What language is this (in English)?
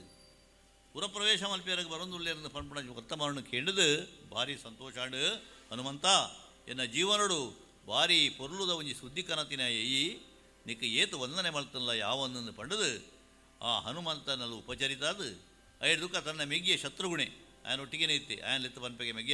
Tulu